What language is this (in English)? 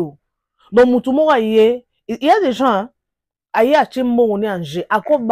Lingala